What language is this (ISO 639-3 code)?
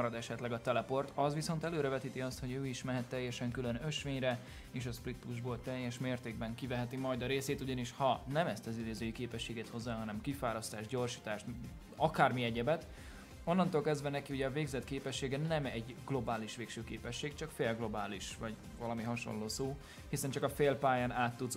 hun